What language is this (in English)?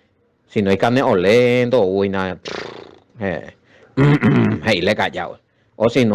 Guarani